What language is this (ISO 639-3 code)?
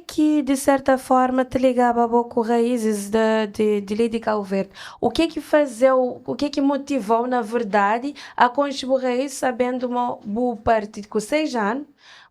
kea